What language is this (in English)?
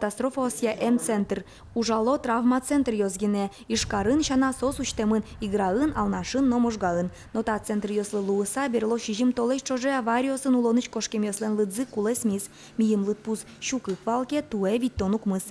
Udmurt